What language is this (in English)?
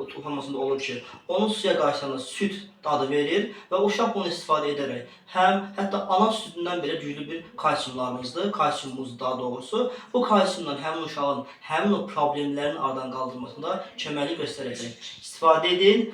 Azerbaijani